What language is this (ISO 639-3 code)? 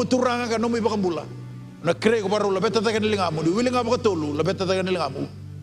fij